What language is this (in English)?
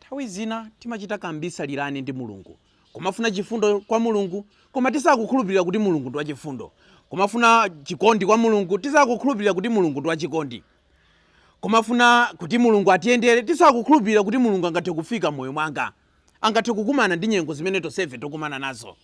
Nyanja